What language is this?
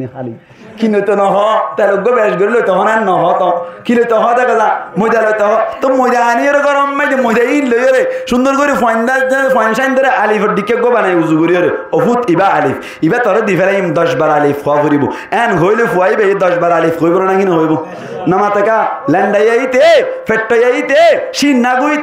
Rohingya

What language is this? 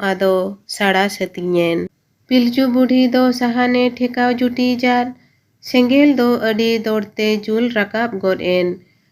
Santali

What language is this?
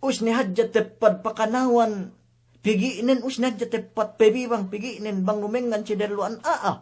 Yakan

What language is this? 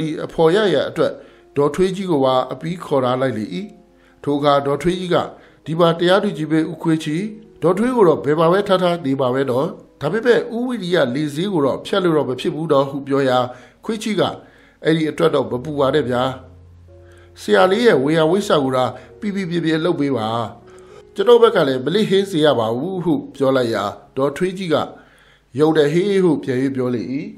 Burmese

